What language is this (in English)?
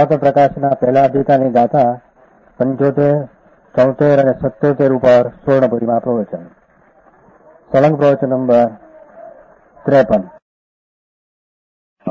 Gujarati